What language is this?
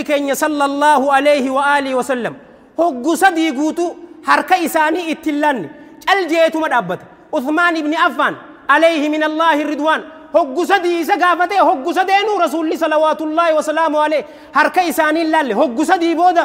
Oromo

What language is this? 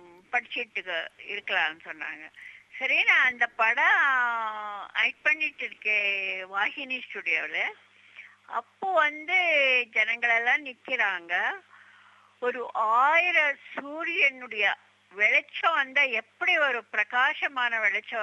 Tamil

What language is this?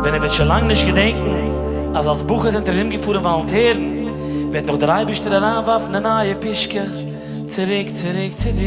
Yiddish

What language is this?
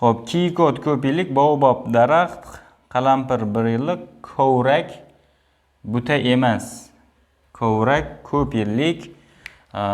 Uzbek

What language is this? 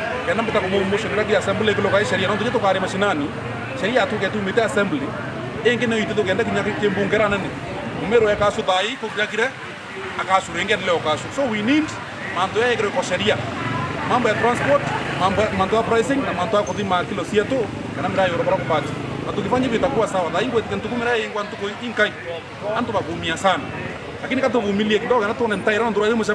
Meru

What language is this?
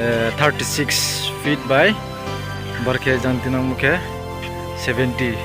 Riang (India)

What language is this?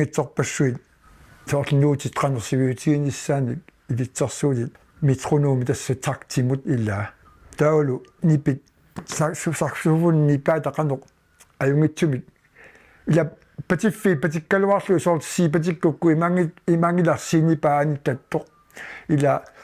Kalaallisut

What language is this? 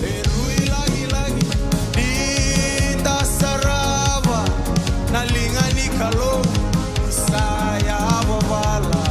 Fijian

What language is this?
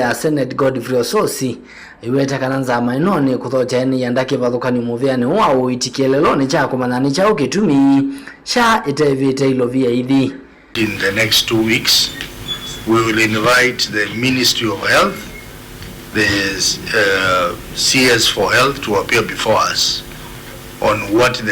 Kamba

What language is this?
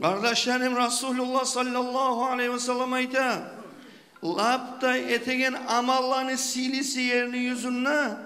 Kumyk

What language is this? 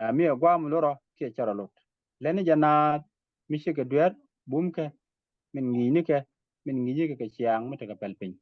Nuer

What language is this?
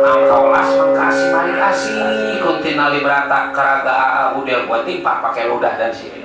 Betawi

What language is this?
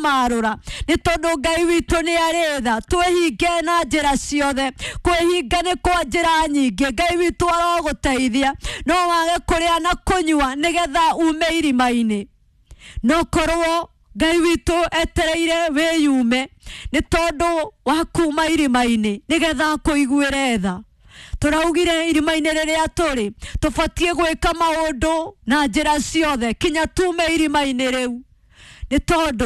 Kikuyu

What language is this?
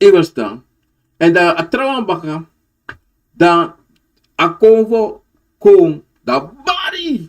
Sranan Tongo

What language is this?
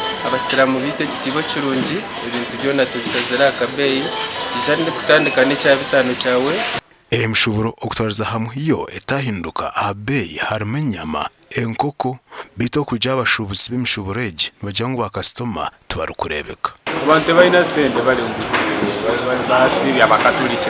Nyankole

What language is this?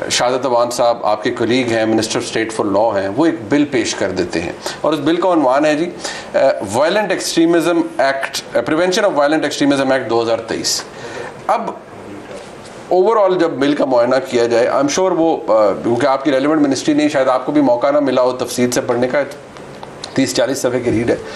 Urdu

